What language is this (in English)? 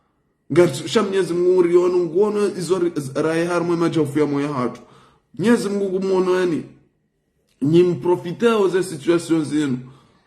Ngazidja Comorian